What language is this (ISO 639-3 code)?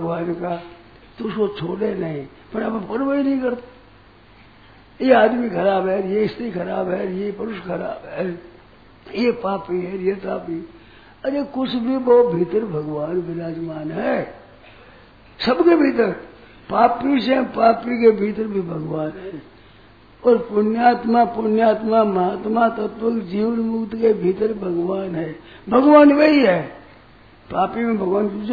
hin